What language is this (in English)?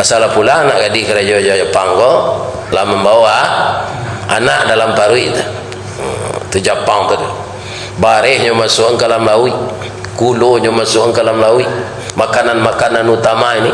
Minangkabau